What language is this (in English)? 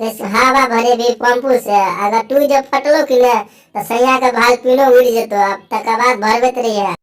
Maithili